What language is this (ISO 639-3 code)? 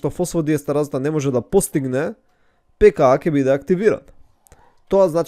mkd